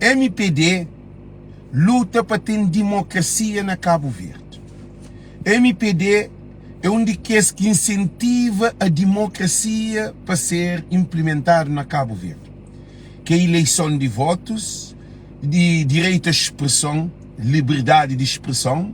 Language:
Kabuverdianu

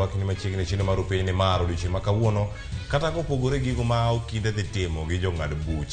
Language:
Luo (Kenya and Tanzania)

